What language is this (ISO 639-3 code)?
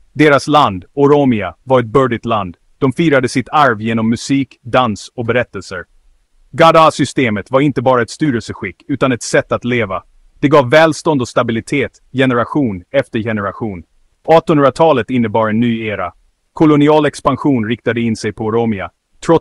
swe